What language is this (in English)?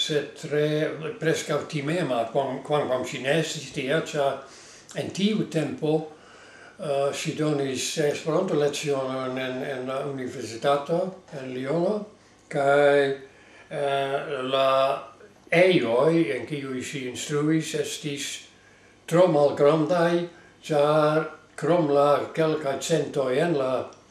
Esperanto